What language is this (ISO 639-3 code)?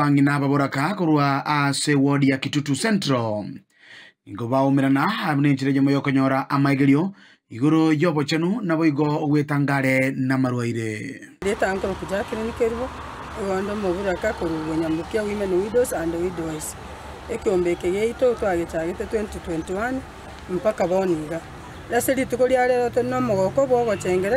guz